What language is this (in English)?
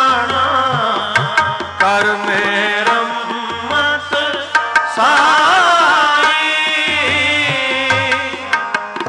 Punjabi